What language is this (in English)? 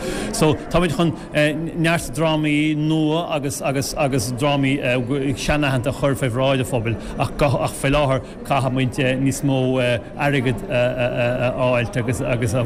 Irish